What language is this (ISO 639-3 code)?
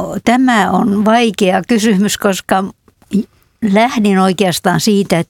fin